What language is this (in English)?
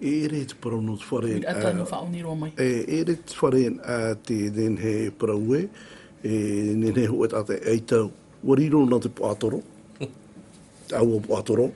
Tahitian